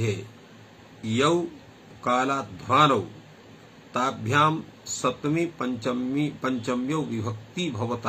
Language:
Sanskrit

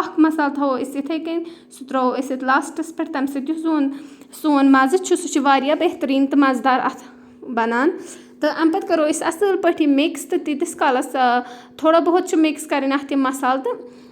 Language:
Kashmiri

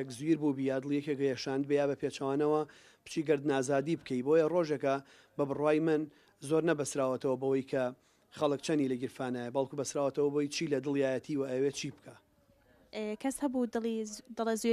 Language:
Central Kurdish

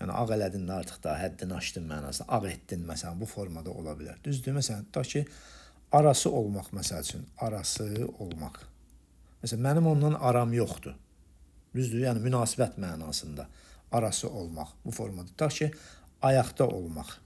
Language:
Azerbaijani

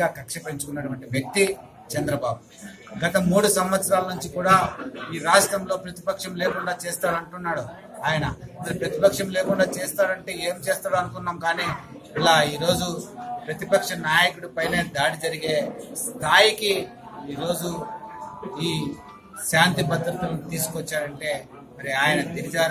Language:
Telugu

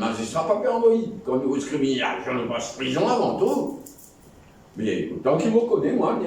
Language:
Morisyen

